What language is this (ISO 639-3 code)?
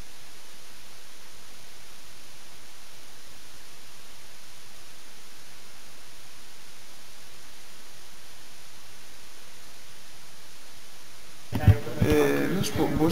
ell